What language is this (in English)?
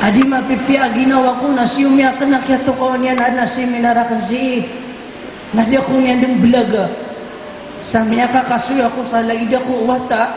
Maranao